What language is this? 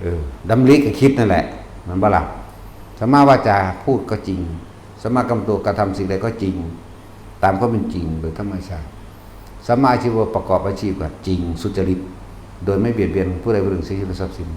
Northeastern Thai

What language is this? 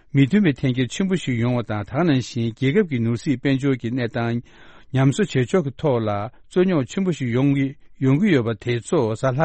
Tibetan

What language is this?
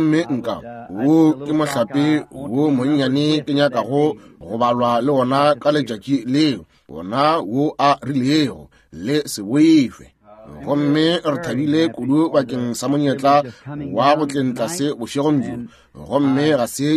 Northern Sotho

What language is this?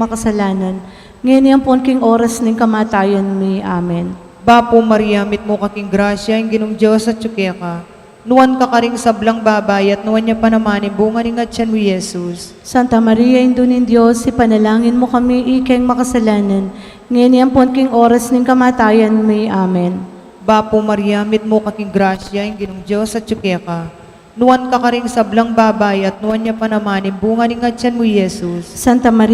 Pampanga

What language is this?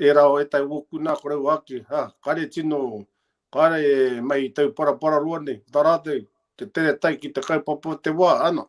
Māori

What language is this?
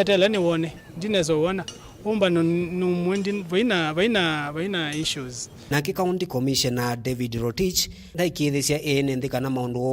Kamba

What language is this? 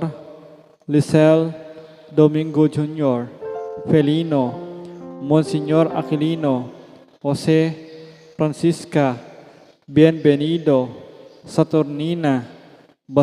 Pampanga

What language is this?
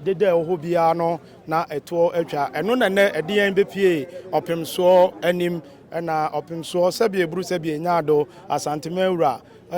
Akan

